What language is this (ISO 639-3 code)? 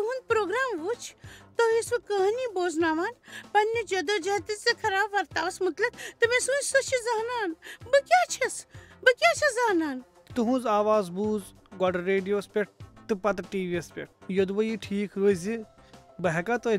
kas